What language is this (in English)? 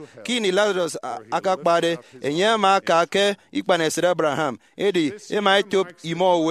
Efik